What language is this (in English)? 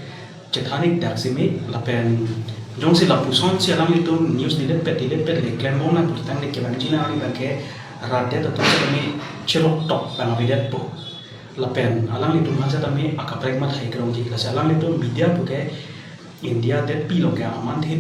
Karbi